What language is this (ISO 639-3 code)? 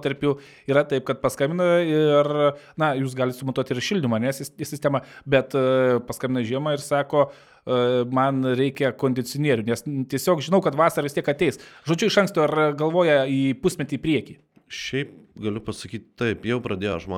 lit